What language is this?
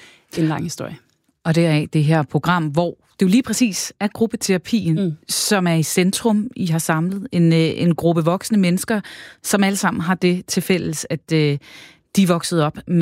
Danish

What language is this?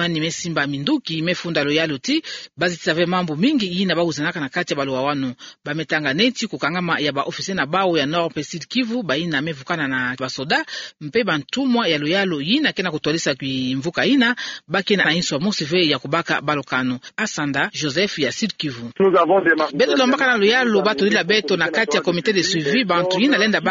Kituba (Democratic Republic of Congo)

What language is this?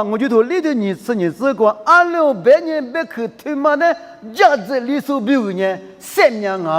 Lisu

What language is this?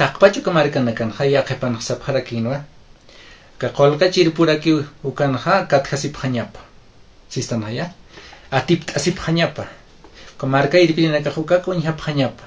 Aymara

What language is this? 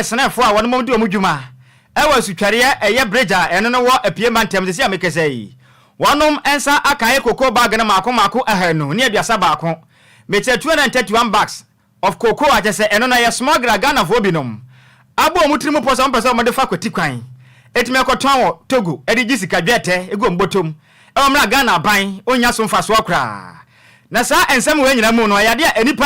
Akan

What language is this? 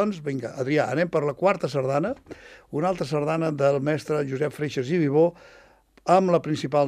Catalan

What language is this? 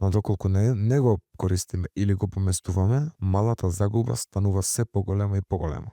Macedonian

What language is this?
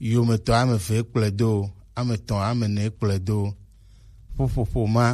Gen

